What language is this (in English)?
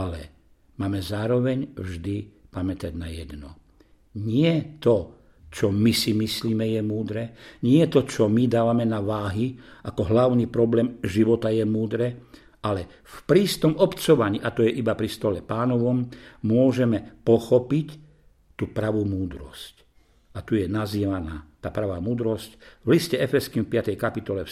Slovak